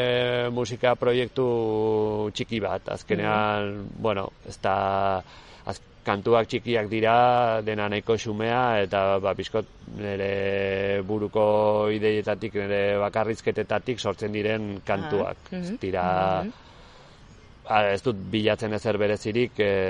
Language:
Basque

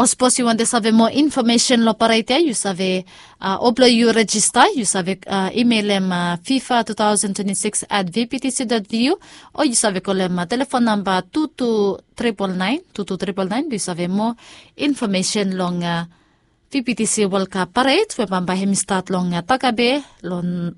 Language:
Bislama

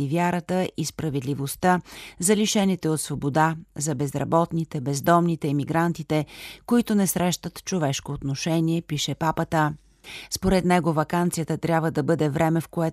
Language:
Bulgarian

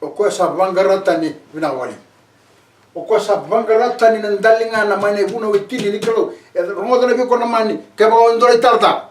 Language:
Fijian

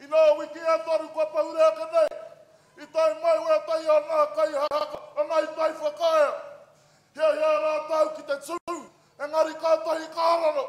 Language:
Māori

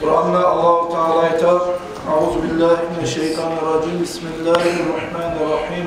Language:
Kumyk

